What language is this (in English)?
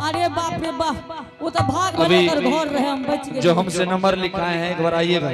Angika